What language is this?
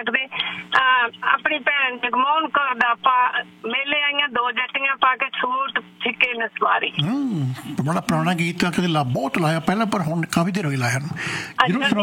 Punjabi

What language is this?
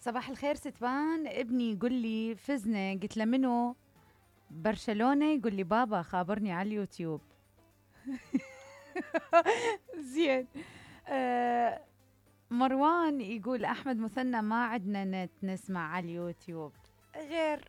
Mesopotamian Arabic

